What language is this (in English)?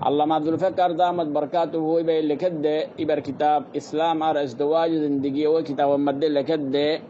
Rohingya